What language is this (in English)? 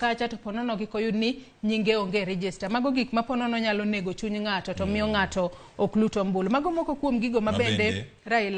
Luo (Kenya and Tanzania)